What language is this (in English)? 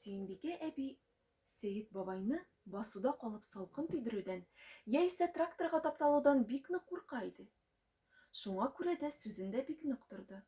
Tatar